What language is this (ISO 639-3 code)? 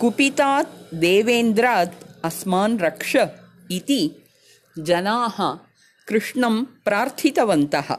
san